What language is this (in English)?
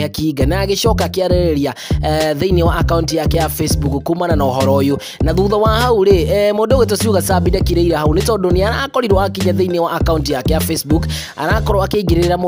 Kikuyu